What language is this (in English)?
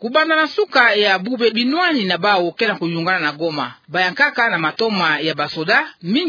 Kituba (Democratic Republic of Congo)